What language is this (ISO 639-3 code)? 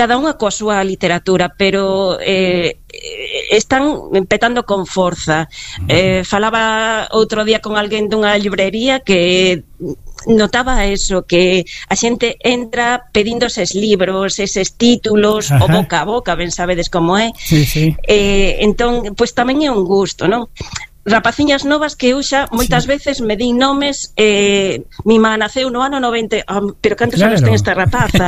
glg